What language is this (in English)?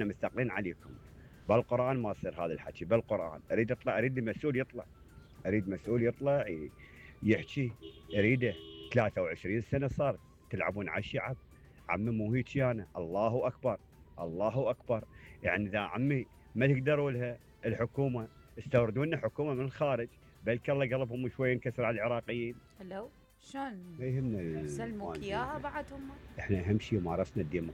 Mesopotamian Arabic